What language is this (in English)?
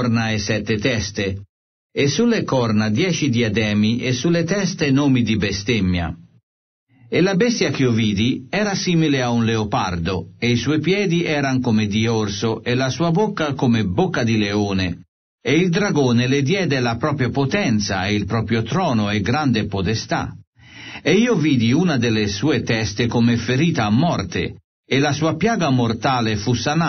Italian